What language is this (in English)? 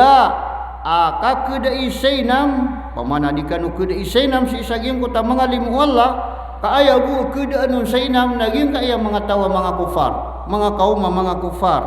Maranao